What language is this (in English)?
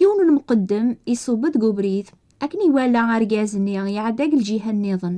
Kabyle